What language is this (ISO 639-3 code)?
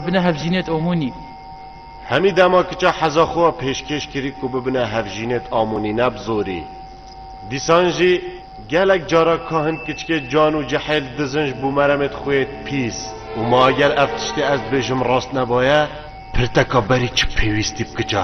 kur